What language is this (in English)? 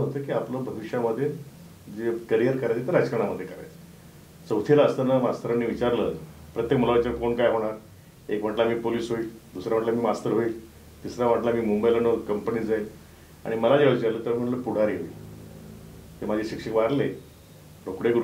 Marathi